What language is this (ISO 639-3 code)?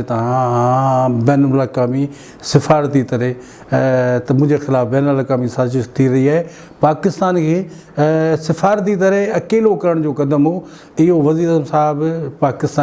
snd